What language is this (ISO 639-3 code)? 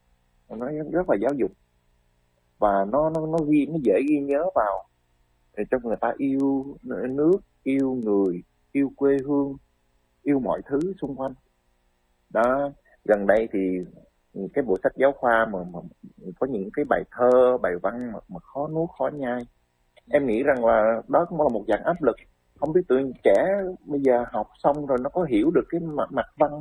vie